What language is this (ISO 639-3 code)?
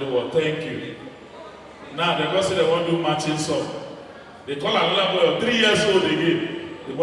pcm